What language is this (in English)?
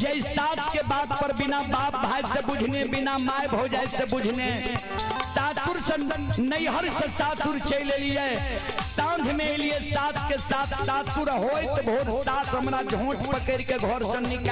Maithili